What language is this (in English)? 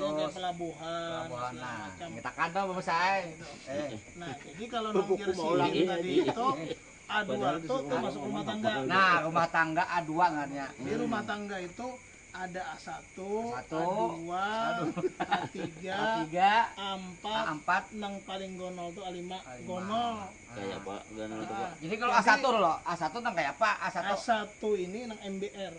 Banjar